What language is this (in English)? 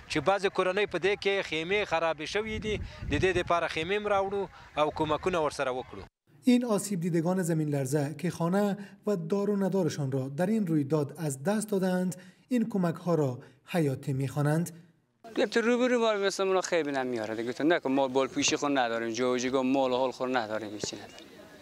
Persian